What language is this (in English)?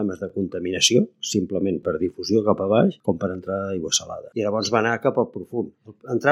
Catalan